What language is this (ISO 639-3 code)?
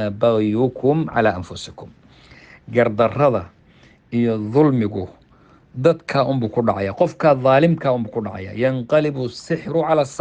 som